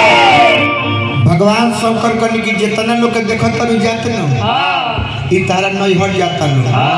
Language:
Bhojpuri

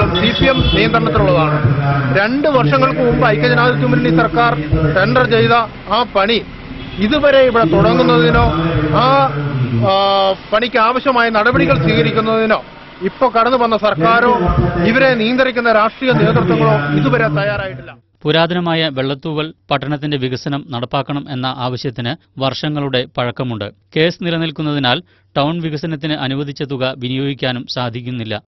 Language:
Malayalam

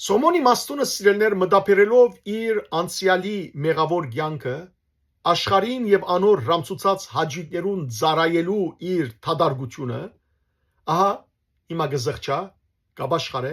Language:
Western Armenian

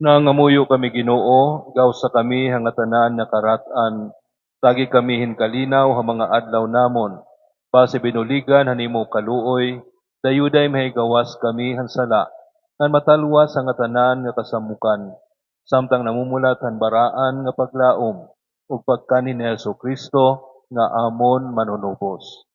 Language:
Waray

